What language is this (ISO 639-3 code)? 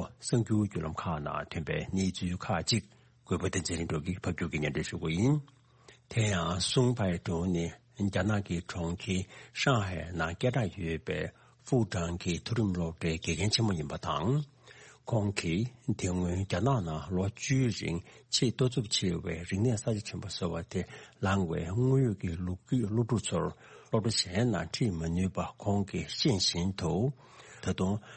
bod